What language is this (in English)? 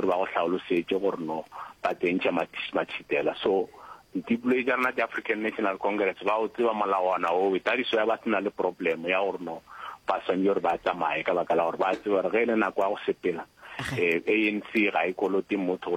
Northern Sotho